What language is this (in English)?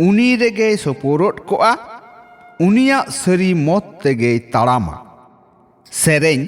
Santali